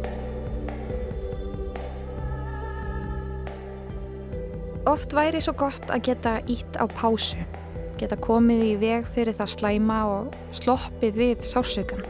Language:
Icelandic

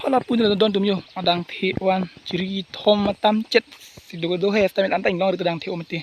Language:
Karbi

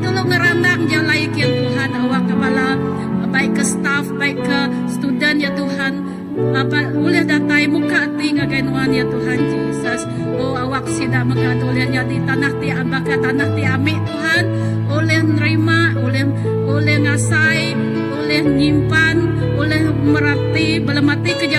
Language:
Iban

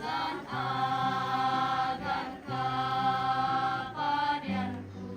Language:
Toraja-Sa'dan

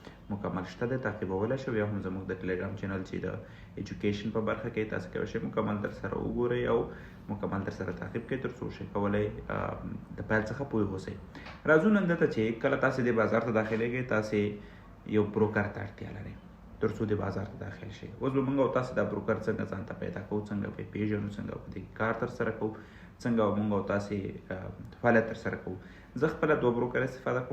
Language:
Pashto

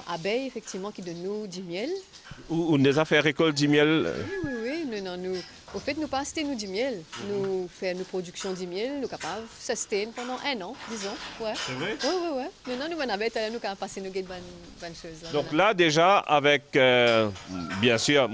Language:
Morisyen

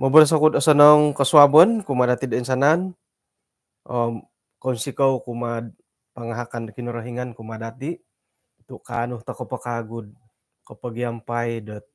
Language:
Central Dusun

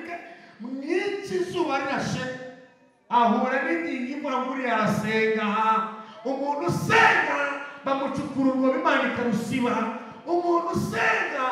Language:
Kinyarwanda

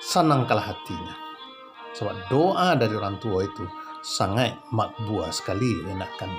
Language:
Minangkabau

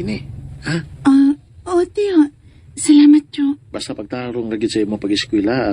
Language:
Cebuano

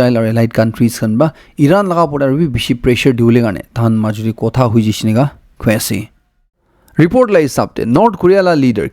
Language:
Naga Pidgin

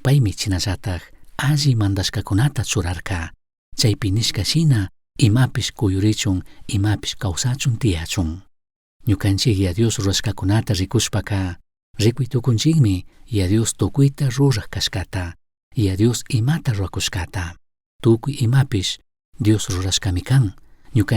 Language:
Chimborazo Highland Quichua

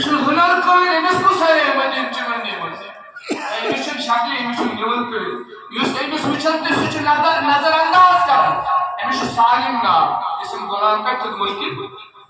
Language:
Kashmiri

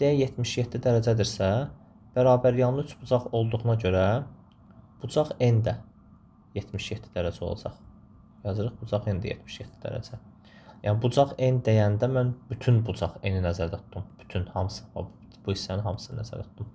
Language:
Azerbaijani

